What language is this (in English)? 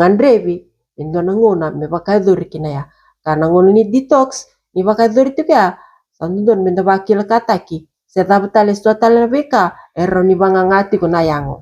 Fijian